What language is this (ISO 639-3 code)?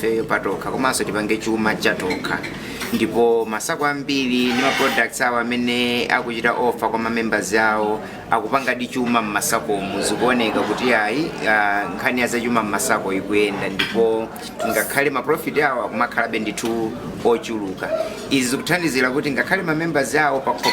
nya